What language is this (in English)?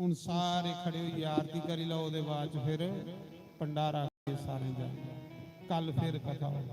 Dogri